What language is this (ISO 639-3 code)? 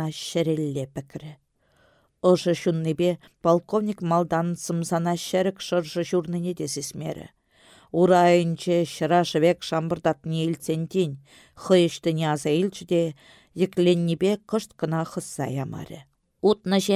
chv